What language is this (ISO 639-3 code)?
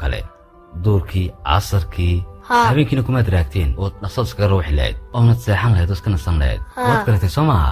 som